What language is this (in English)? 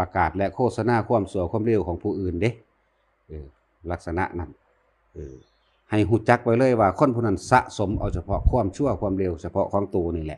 Northeastern Thai